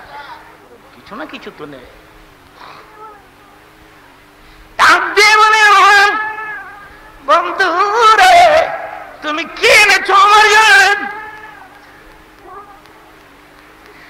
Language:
Bangla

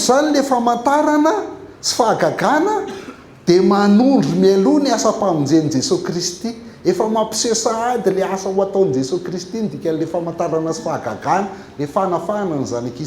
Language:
Malagasy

